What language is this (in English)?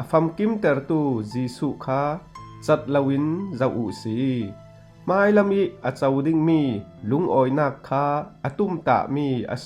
Falam Chin